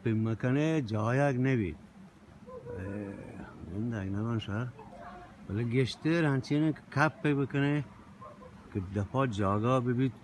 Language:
Eastern Balochi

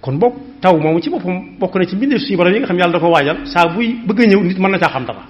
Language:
Wolof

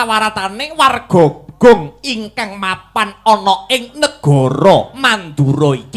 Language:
Javanese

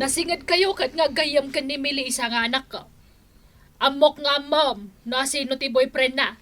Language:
Iloko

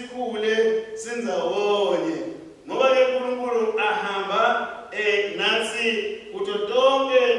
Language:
Swati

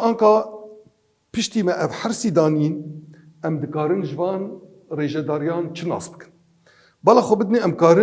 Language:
Kurdish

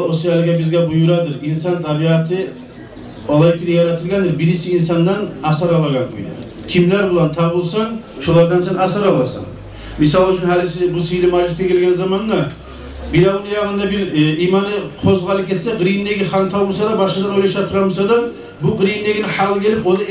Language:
Kumyk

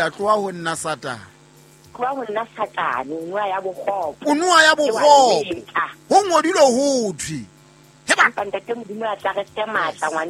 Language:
Southern Sotho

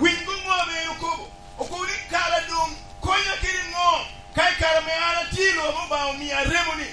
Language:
Lango (Uganda)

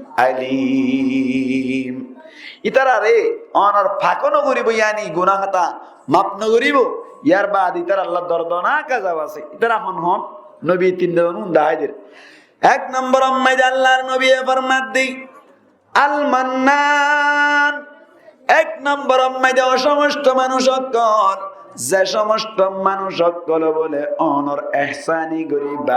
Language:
Rohingya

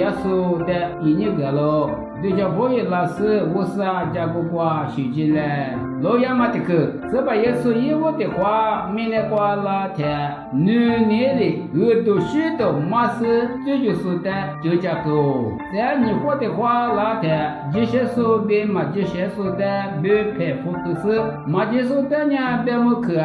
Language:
Lisu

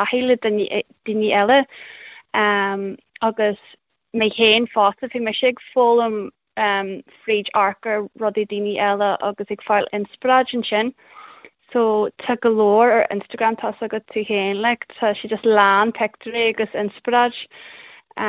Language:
Irish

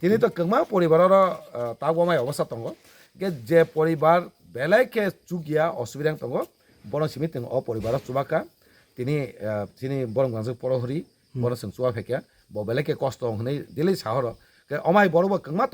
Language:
Kok Borok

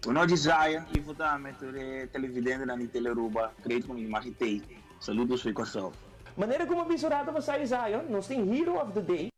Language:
Papiamento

